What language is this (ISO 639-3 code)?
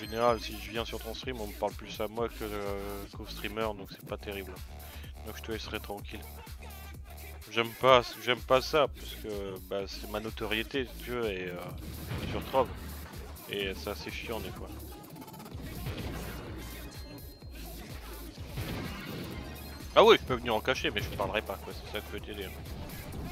fra